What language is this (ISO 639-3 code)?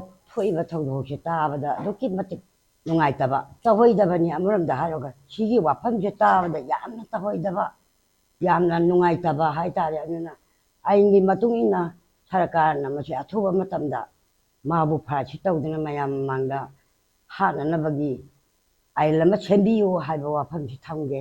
mni